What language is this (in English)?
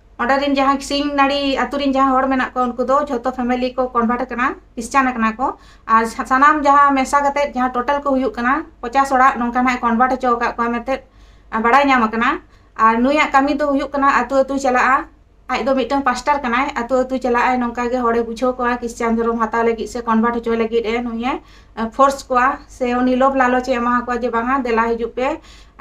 Santali